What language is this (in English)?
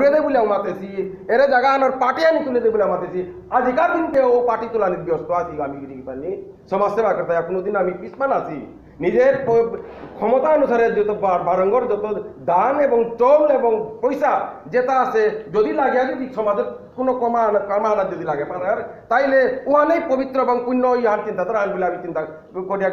Bishnupriya